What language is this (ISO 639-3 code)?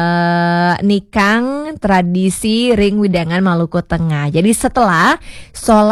ban